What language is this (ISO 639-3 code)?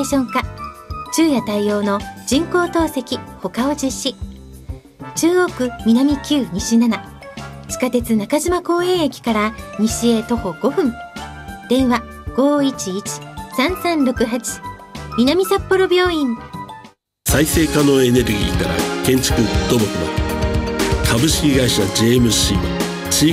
jpn